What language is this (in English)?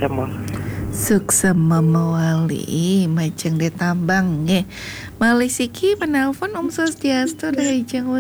Balinese